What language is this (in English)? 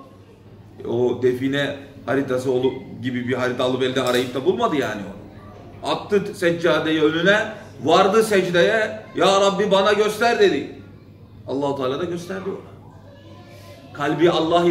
Turkish